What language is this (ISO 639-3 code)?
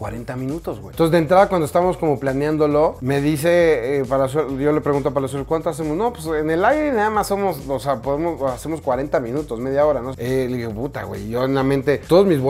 spa